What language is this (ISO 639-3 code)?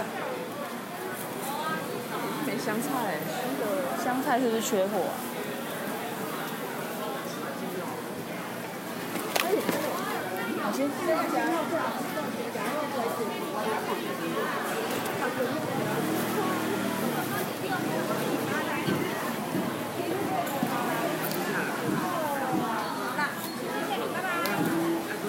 zho